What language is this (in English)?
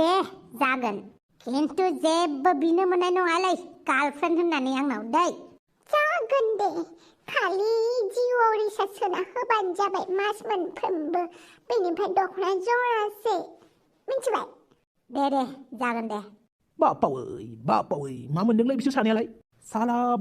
Bodo